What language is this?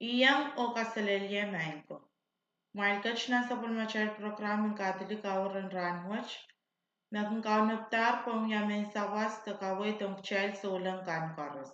Pohnpeian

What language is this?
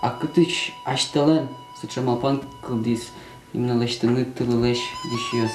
Udmurt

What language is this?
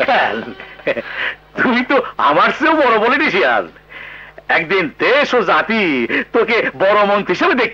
Bangla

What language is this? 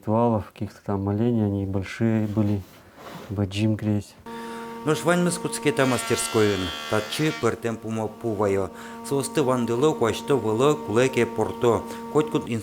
Udmurt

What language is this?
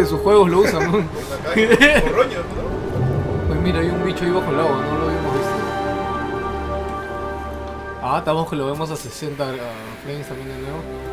Spanish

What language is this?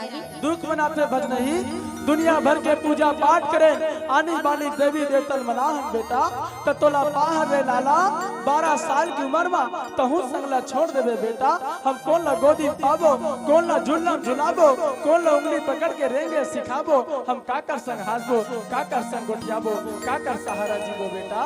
Chhattisgarhi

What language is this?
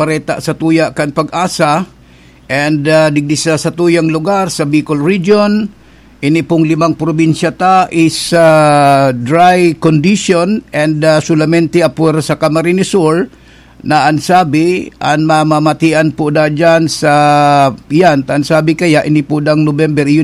Bikol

